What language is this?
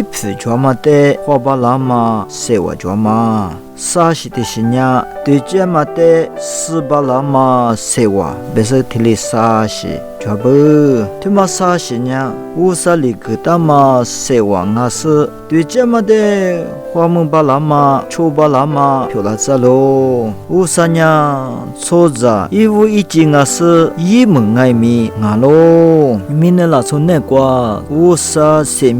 Lisu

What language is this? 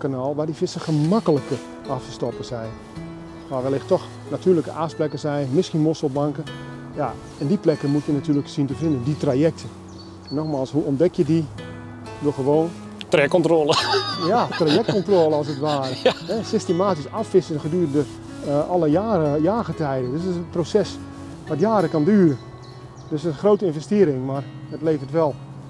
Dutch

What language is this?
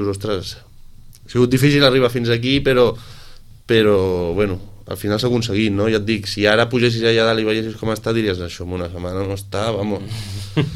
Catalan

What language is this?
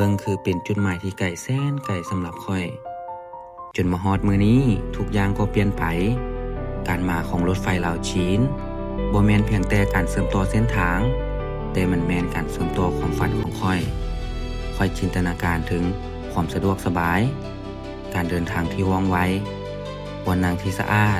Lao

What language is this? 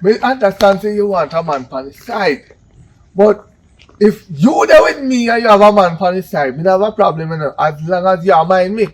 Jamaican Creole English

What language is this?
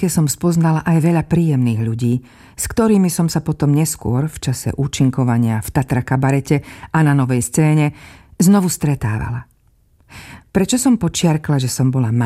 Slovak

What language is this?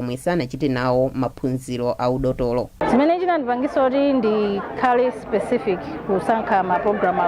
Nyanja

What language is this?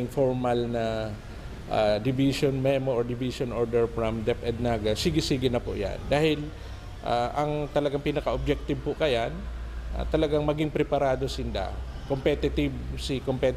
Bikol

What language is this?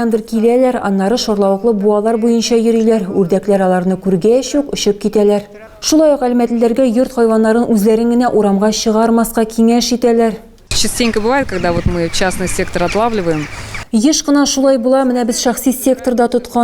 Tatar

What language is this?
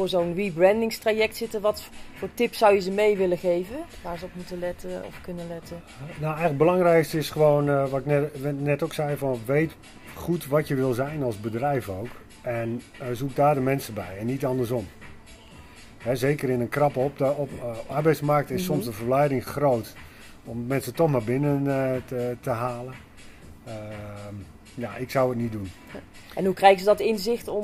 Dutch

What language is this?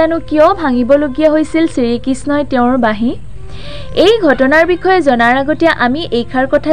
Assamese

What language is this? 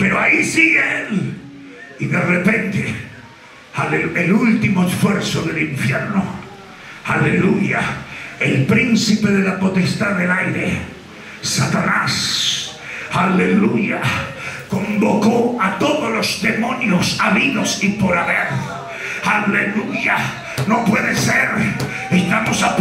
Spanish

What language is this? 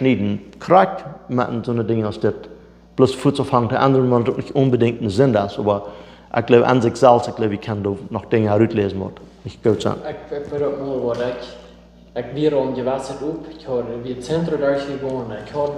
Plautdietsch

